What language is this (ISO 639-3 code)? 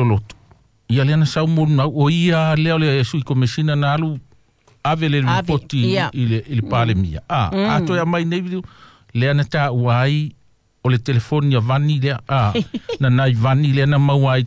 smo